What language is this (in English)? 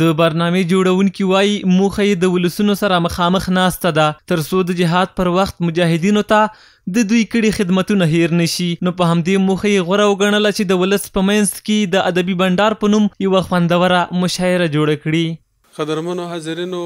Pashto